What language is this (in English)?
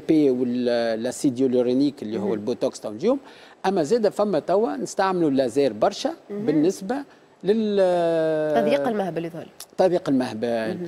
Tunisian Arabic